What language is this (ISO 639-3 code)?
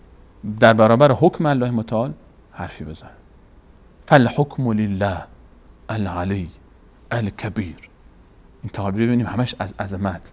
fas